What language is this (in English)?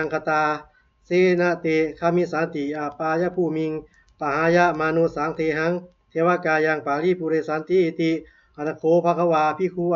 Pali